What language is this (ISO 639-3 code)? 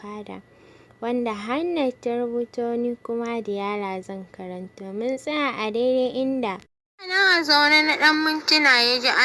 hau